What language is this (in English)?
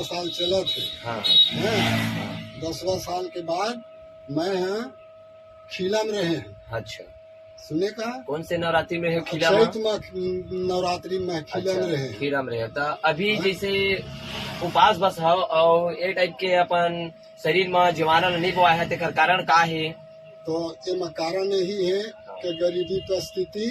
Chhattisgarhi